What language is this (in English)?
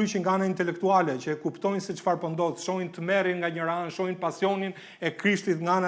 Albanian